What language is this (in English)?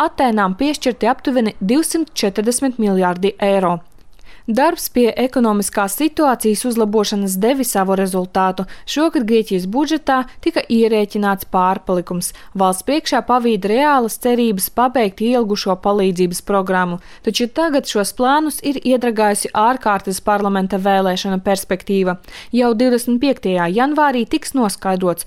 Latvian